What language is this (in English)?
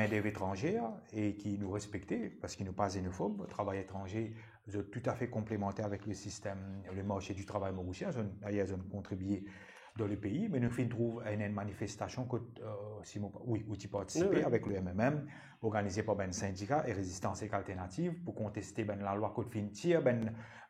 Morisyen